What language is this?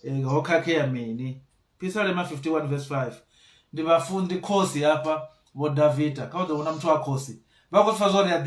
Venda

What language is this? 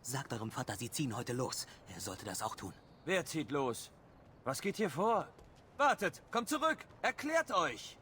Bavarian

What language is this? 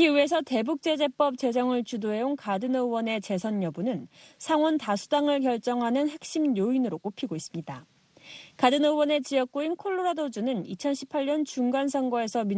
Korean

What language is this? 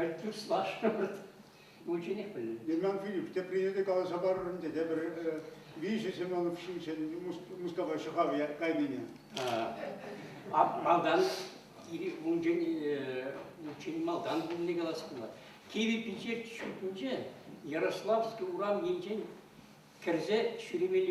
Chuvash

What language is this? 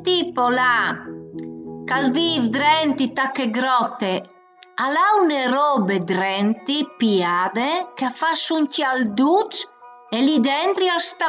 Friulian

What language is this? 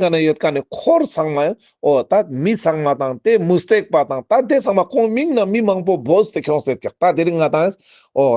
Ladakhi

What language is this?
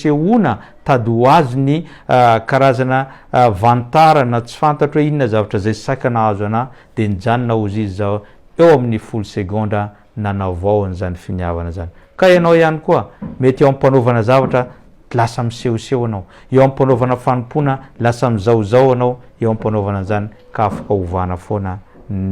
Malagasy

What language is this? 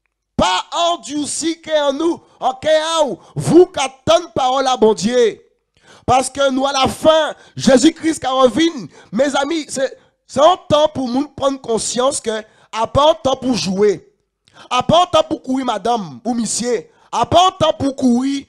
Guadeloupean Creole French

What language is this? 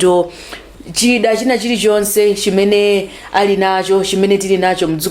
Nyanja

